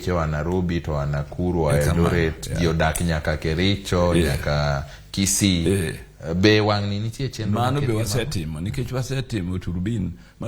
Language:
Luo (Kenya and Tanzania)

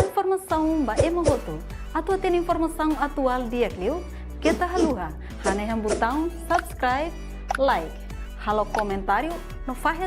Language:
Tetum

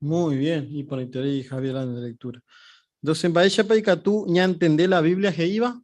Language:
Guarani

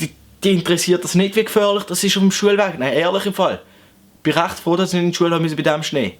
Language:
Swiss German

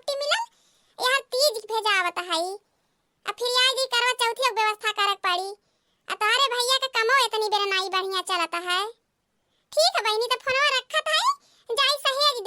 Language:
Awadhi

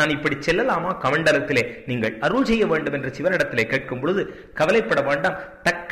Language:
Tamil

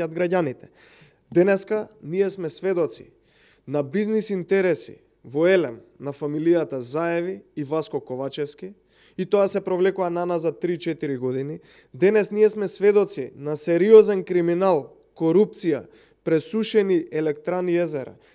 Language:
Macedonian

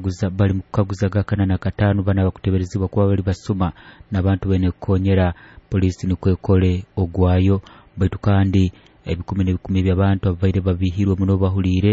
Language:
Nyoro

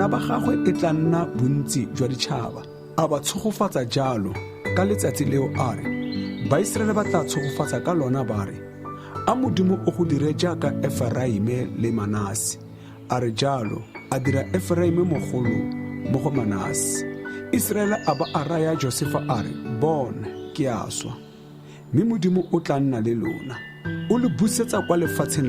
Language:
Tswana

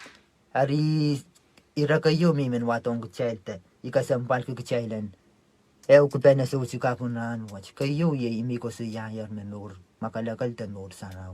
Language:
Pohnpeian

